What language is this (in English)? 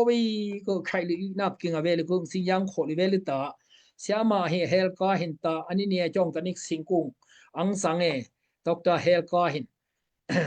Daai Chin